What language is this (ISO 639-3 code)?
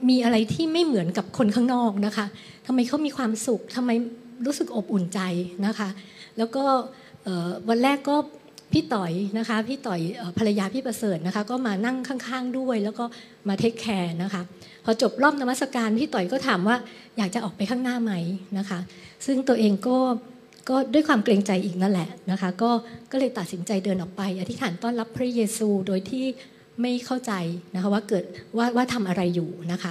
tha